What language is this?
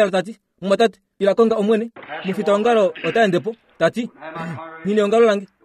Kuanyama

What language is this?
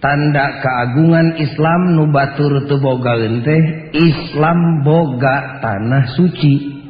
Sundanese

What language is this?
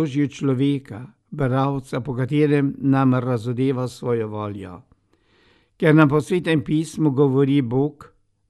Slovenian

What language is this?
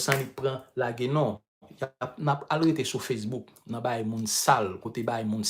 Haitian Creole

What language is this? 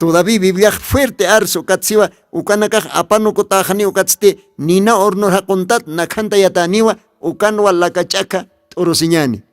Aymara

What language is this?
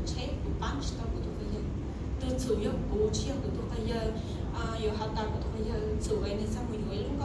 Hmong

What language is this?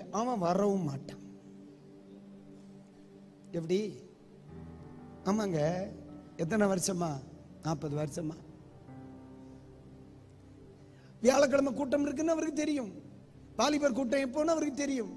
Tamil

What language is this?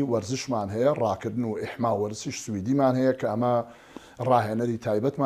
Central Kurdish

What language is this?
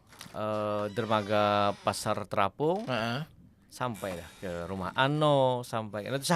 Banjar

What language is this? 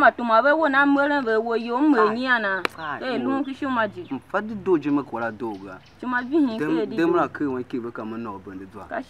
Tiv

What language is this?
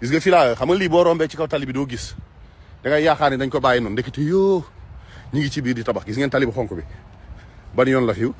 Wolof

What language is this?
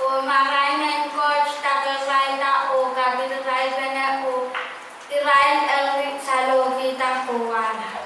Pohnpeian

